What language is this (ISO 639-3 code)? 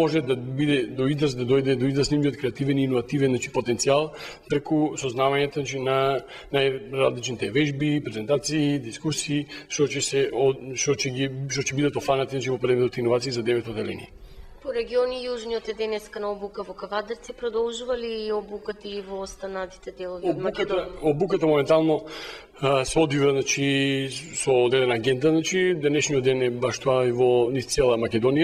mkd